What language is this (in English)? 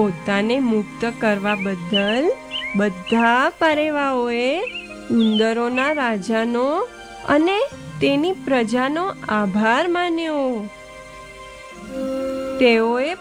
Gujarati